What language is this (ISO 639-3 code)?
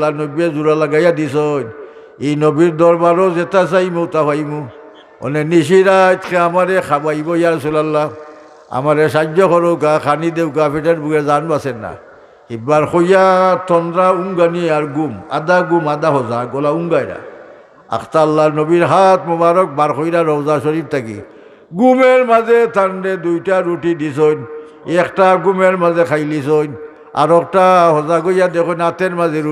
syl